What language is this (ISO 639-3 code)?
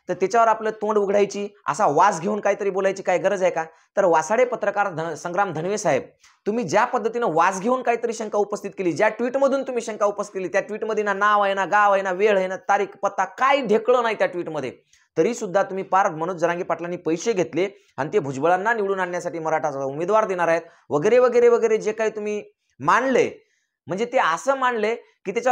mar